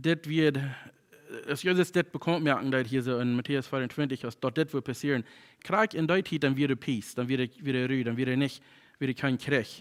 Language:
Plautdietsch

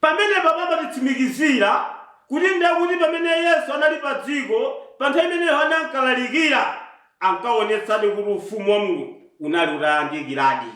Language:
Nyanja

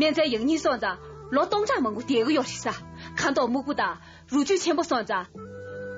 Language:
Tibetan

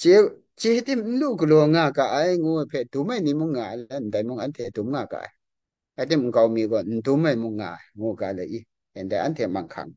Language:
Kachin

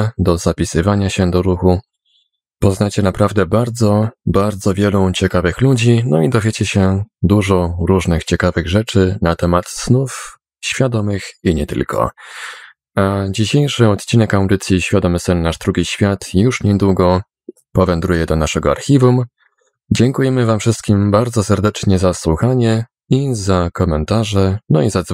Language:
Polish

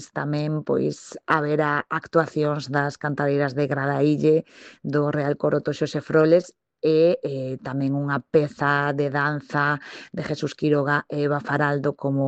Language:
Galician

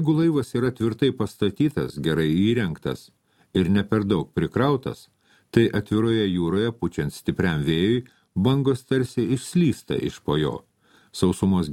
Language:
Lithuanian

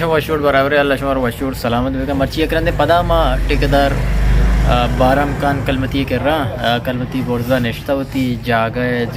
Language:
Baluchi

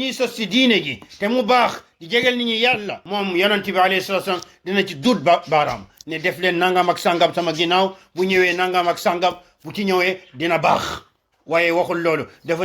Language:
Wolof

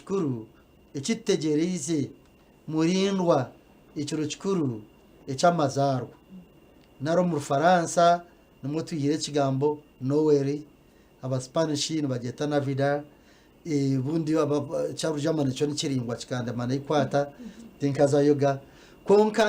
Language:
Nyankole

